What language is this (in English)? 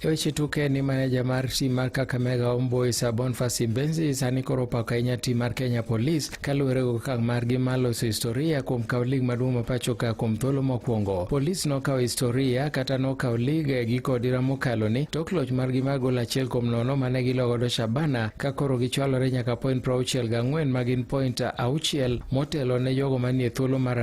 Luo (Kenya and Tanzania)